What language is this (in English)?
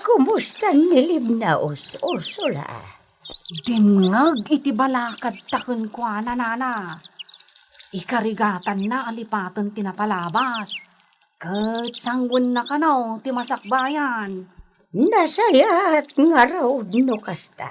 Iloko